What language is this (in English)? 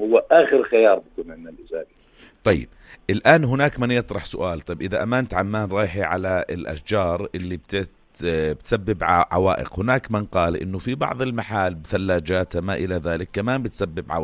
North Levantine Arabic